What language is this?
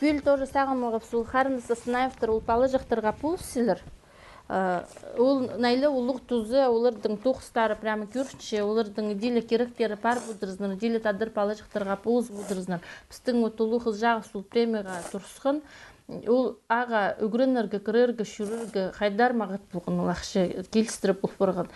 Khakas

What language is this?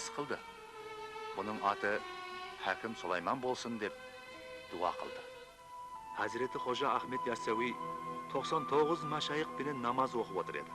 Kara-Kalpak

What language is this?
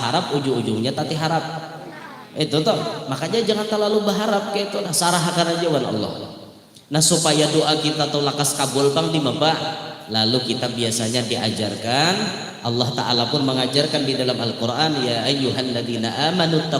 Banjar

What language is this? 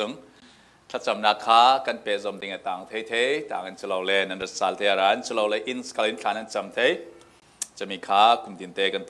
Falam Chin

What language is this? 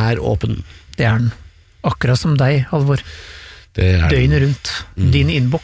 Norwegian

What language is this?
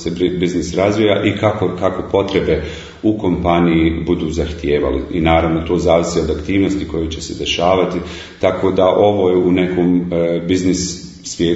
Bosnian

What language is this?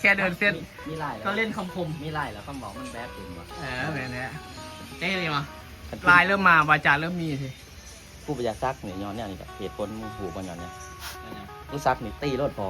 Northeastern Thai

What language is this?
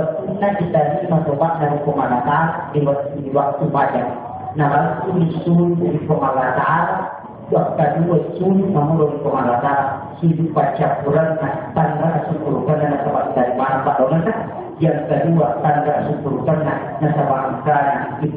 Buginese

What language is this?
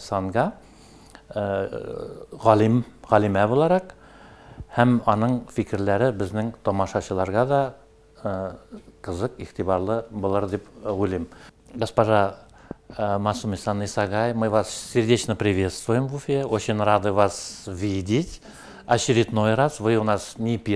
Tatar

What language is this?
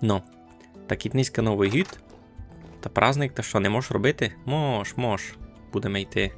Rusyn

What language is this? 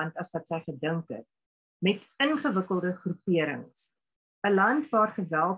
Afrikaans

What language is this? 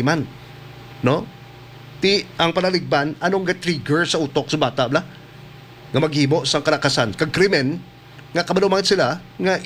Hiligaynon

